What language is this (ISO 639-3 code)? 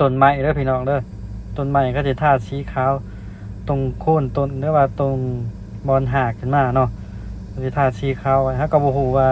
lao